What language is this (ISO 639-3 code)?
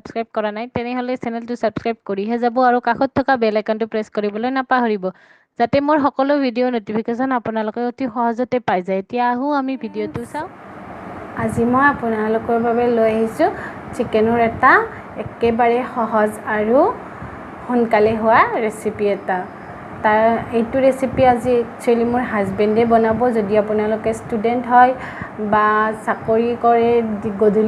asm